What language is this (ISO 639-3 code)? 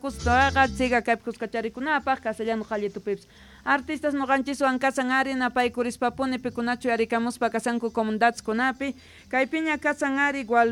quh